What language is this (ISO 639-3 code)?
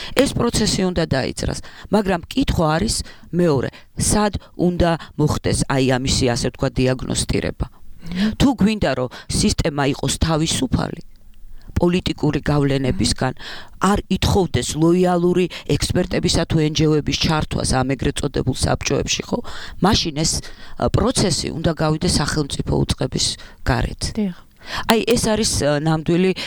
kat